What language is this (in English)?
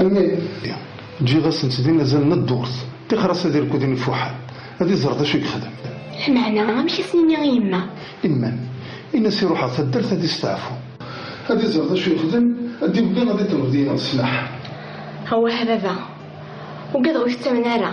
Kabyle